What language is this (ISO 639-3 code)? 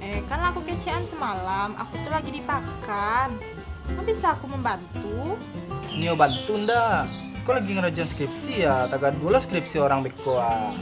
min